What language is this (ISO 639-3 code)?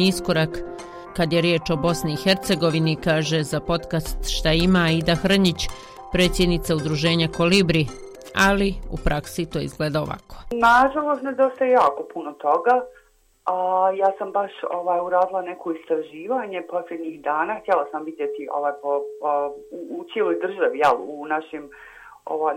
bos